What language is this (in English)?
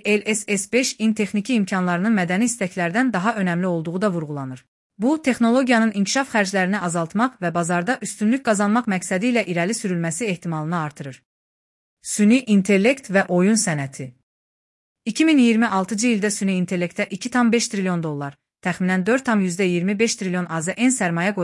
Azerbaijani